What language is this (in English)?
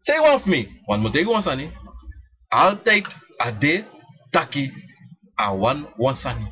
Sranan Tongo